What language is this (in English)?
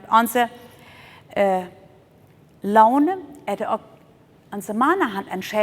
Plautdietsch